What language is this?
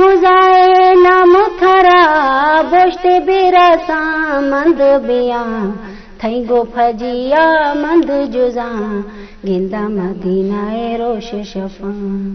Eastern Balochi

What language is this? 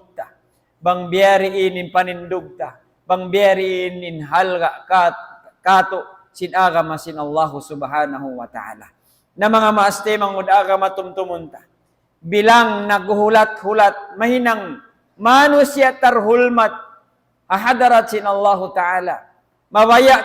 Tausug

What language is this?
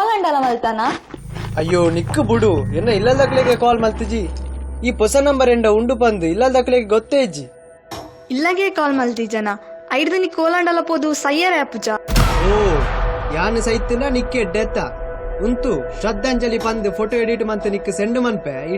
Tulu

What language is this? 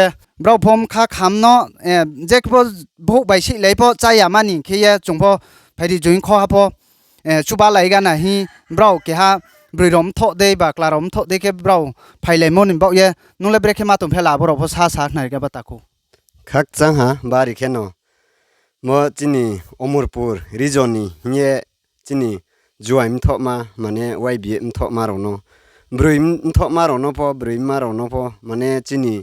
Riang (India)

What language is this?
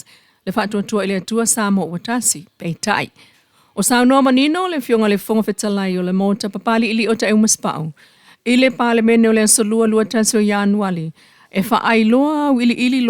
Samoan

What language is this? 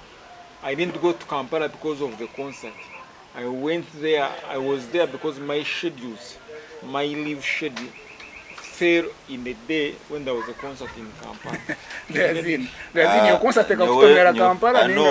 Nyankole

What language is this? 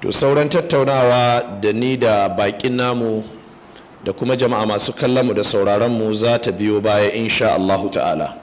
Hausa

